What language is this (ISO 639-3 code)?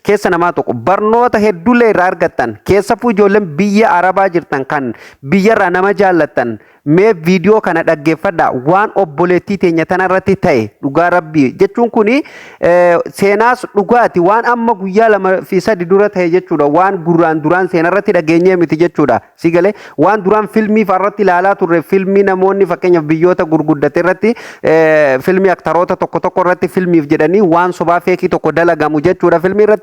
orm